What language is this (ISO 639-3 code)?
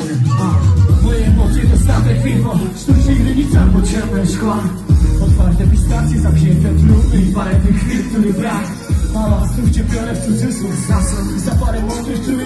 pol